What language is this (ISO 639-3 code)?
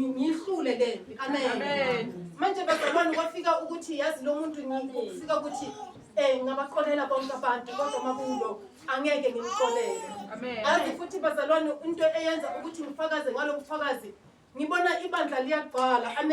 zul